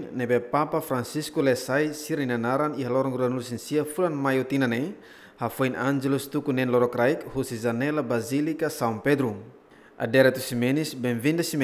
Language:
Tetum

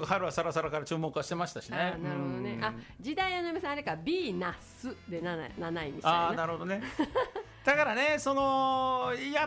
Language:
Japanese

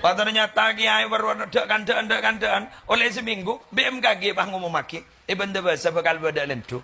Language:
Madurese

